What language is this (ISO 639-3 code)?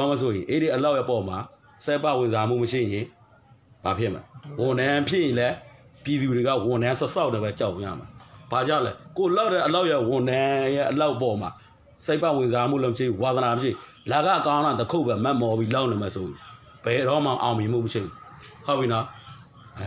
mya